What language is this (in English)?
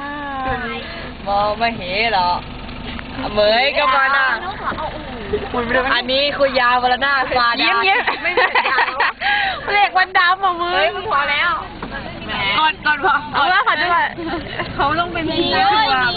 Thai